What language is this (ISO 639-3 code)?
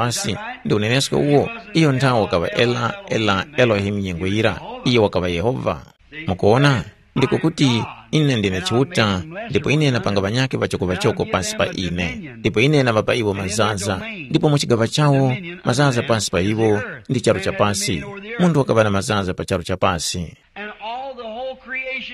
tum